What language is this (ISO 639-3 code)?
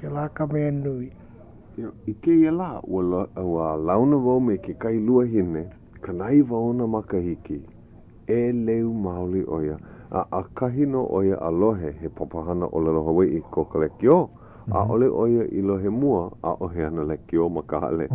haw